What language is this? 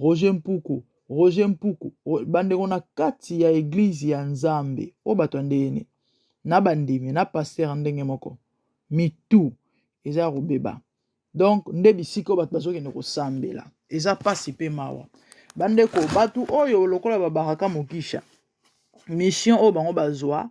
Lingala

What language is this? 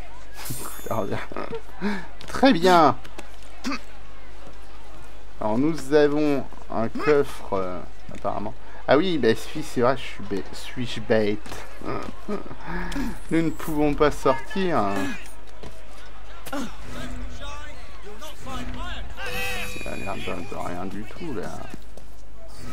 French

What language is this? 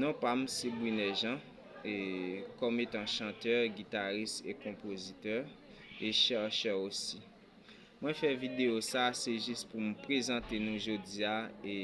Haitian Creole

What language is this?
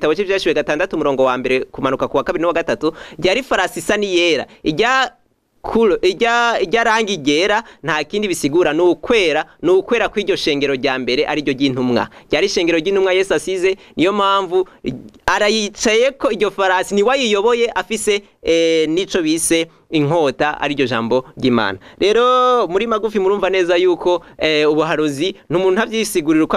Rundi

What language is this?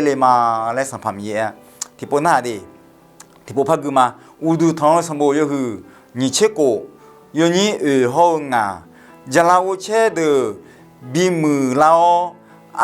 Akha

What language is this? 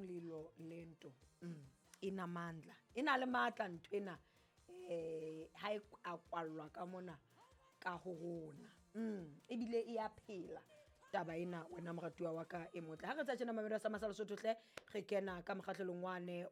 Southern Sotho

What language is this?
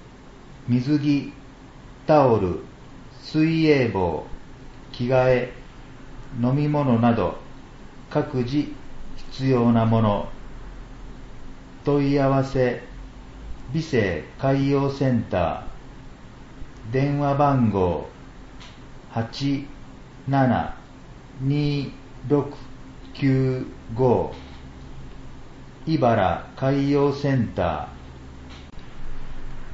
Japanese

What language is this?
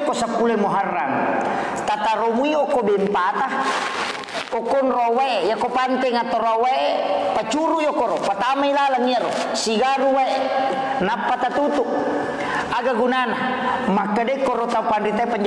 Buginese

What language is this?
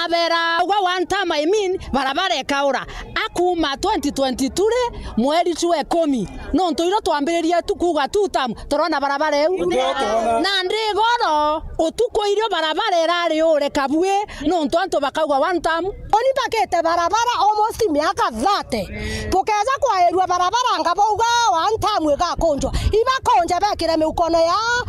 Meru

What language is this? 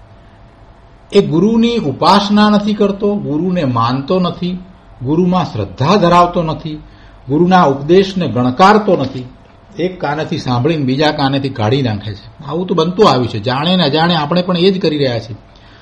Gujarati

